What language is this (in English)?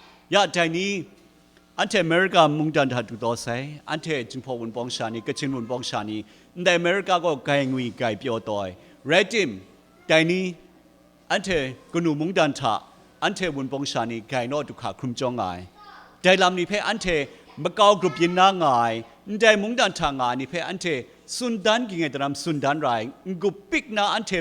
Kachin